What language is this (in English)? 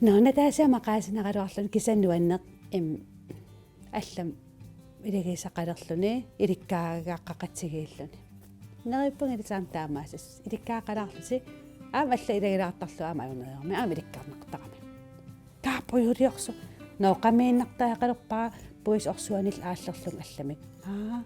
Kalaallisut